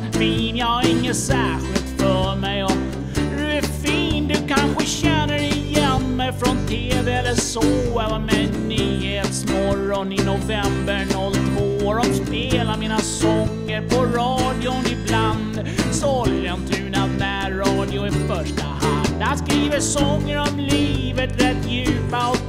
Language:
Swedish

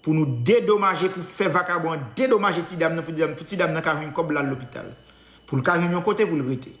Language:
Haitian Creole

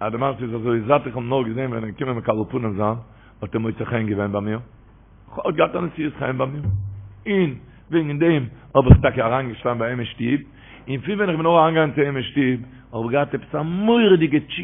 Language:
Yiddish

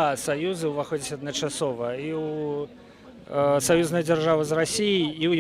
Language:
Belarusian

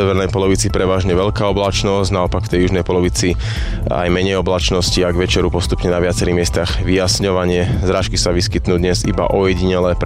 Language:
Slovak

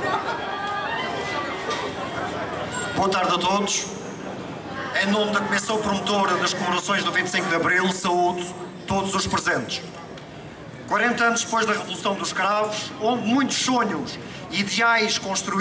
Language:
Portuguese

